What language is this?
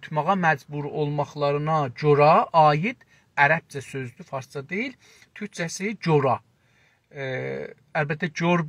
South Azerbaijani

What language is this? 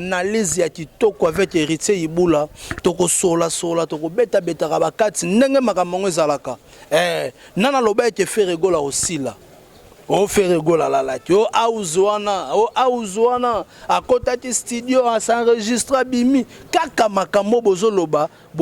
Lingala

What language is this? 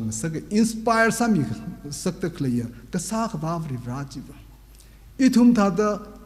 Tangkhul Naga (India)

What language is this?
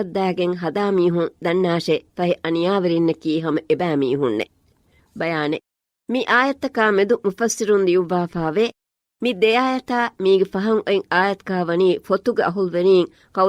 Divehi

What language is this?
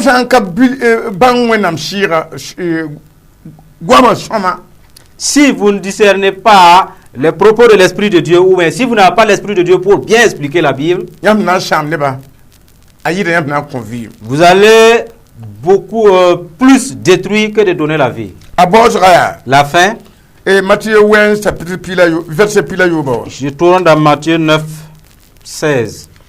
Mossi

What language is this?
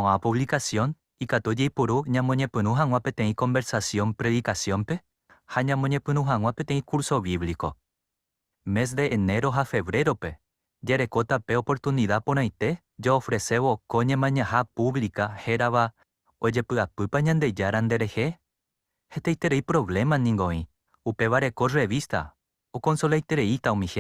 Guarani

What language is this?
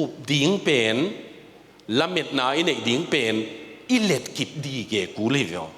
Tedim Chin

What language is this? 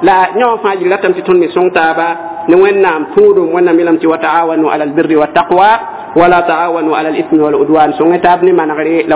Mossi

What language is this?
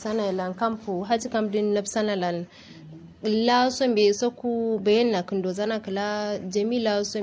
Kanuri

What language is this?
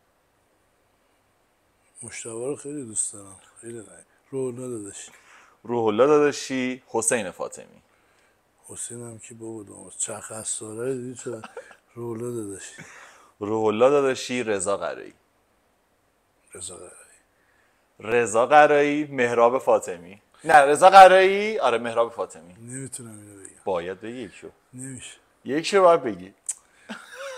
Persian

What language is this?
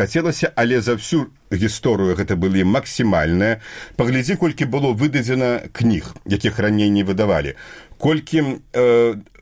Belarusian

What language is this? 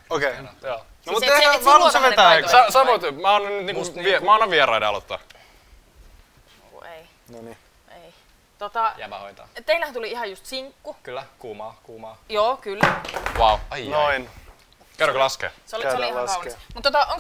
Finnish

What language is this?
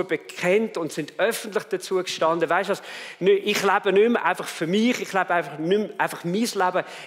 Swiss German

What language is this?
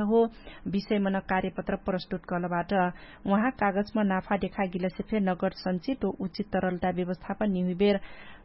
Dangaura Tharu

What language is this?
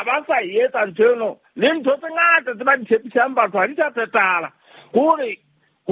Southern Sotho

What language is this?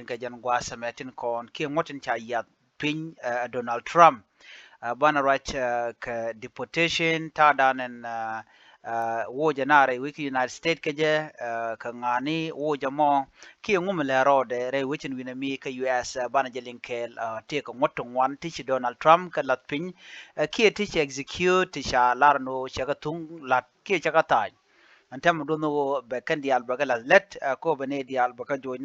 Nuer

